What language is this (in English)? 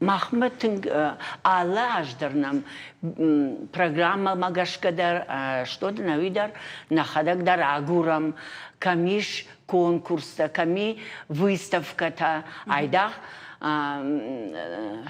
Ossetic